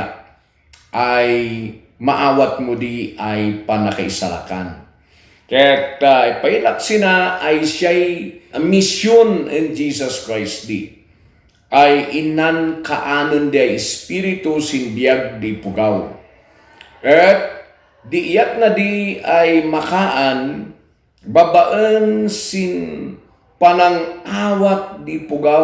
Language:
Kankanaey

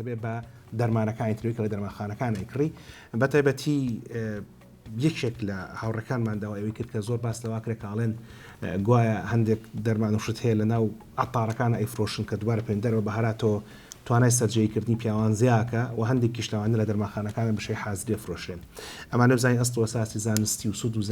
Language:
Central Kurdish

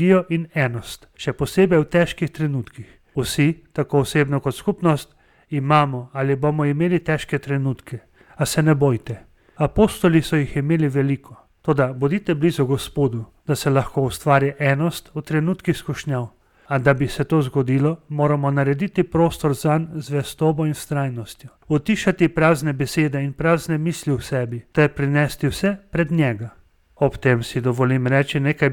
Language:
Slovenian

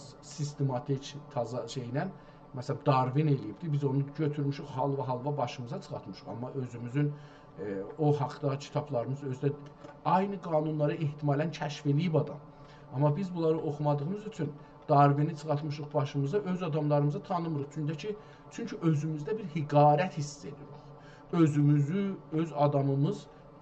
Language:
South Azerbaijani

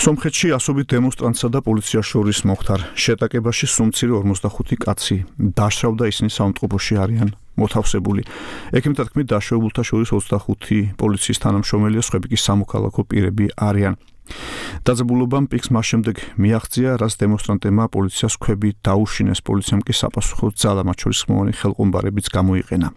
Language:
Georgian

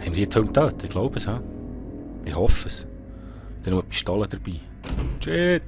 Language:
Swiss German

